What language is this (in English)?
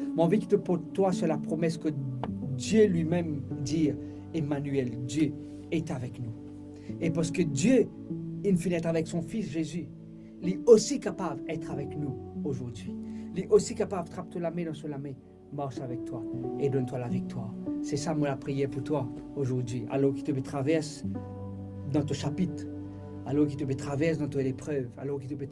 Morisyen